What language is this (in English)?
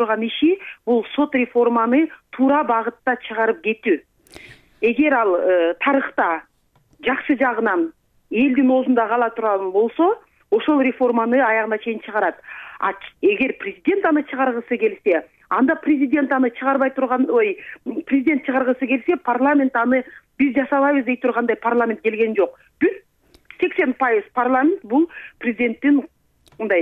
Kyrgyz